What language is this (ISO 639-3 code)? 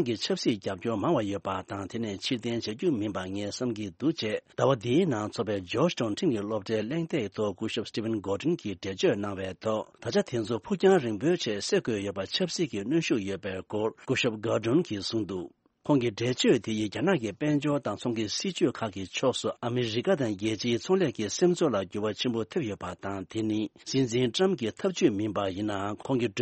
bod